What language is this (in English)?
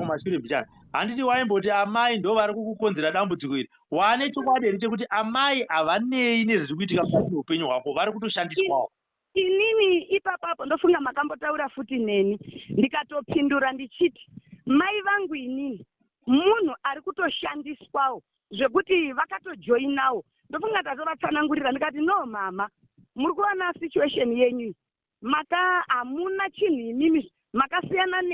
Shona